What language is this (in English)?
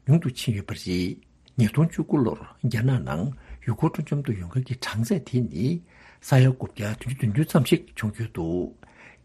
Tibetan